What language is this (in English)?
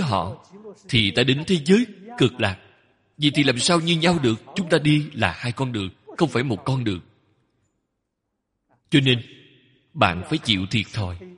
Vietnamese